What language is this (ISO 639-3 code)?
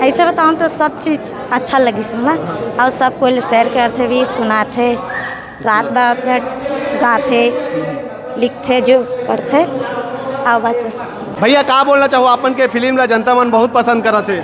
hne